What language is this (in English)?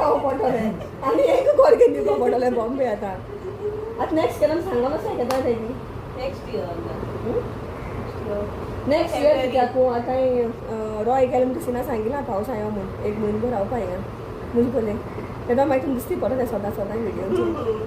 Konkani